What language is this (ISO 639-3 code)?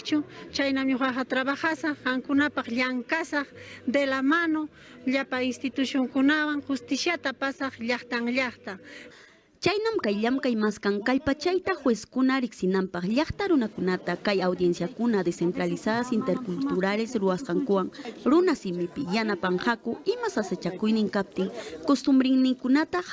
quy